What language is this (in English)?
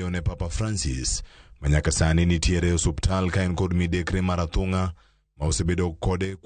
Luo (Kenya and Tanzania)